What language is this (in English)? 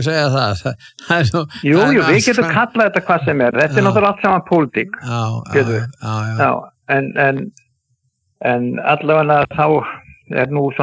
Icelandic